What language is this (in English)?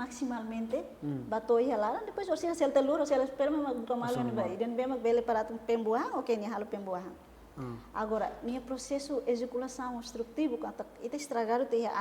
Tetum